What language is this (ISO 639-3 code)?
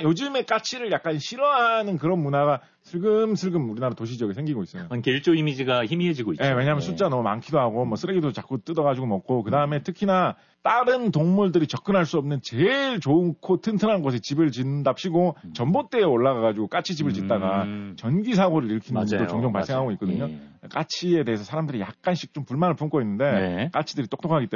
kor